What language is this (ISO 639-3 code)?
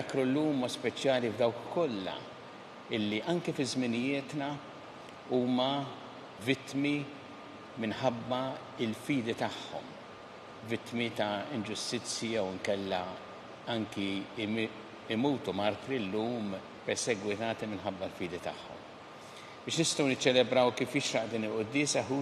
mlt